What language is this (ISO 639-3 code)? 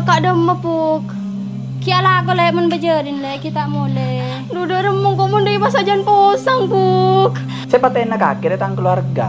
mad